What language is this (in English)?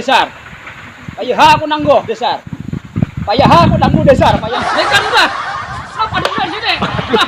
Banjar